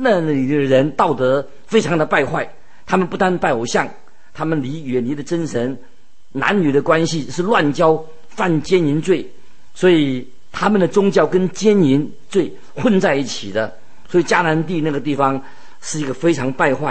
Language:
Chinese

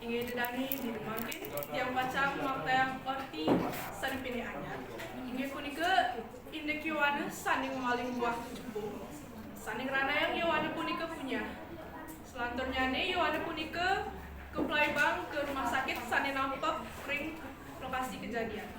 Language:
Balinese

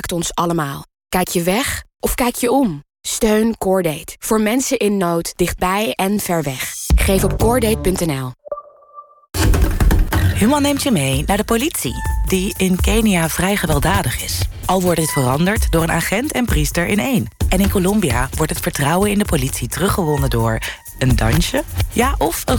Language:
Dutch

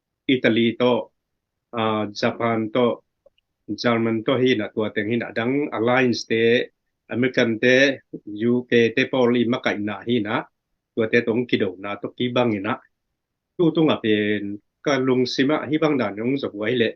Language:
Tedim Chin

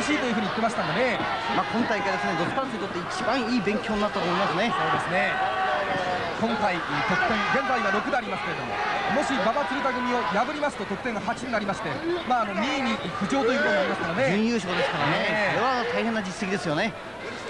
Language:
Japanese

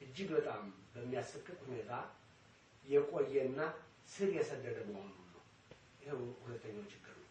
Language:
Amharic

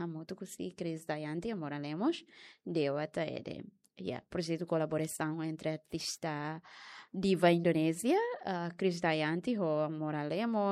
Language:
Tetum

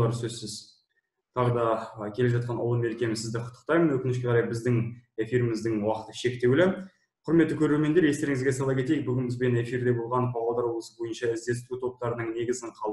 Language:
Kazakh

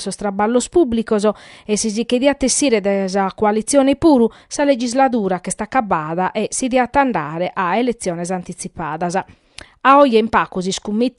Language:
Sardinian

